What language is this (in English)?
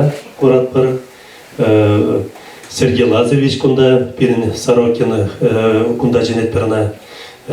Chuvash